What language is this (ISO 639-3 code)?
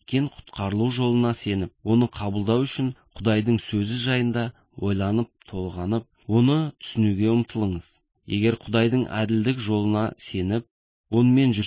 kaz